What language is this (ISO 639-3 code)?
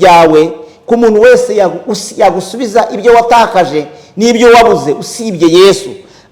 kin